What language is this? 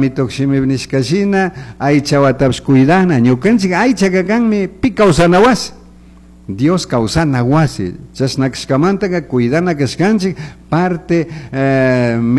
Chimborazo Highland Quichua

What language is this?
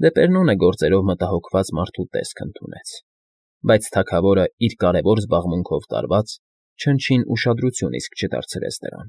Armenian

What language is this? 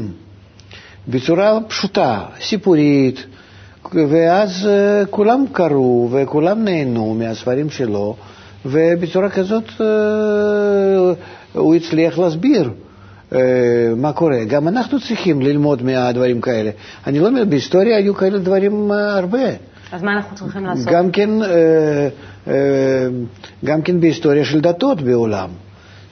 Hebrew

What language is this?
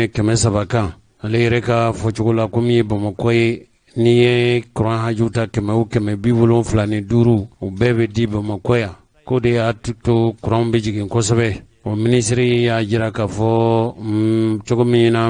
Bambara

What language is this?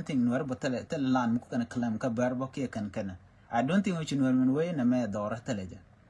Nuer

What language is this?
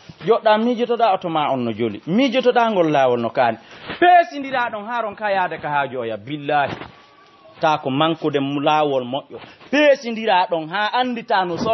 Fula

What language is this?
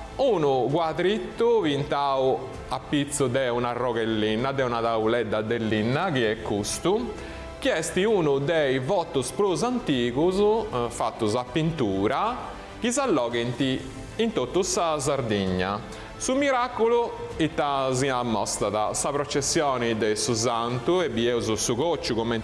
Sardinian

